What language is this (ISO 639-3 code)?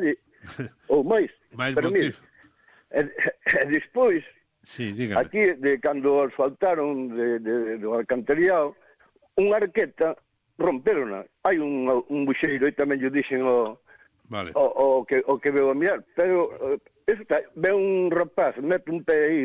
glg